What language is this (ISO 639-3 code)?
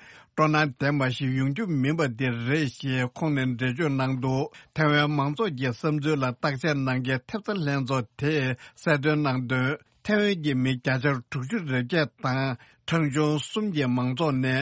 bod